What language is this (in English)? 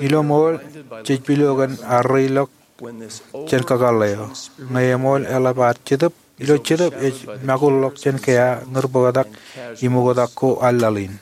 Marshallese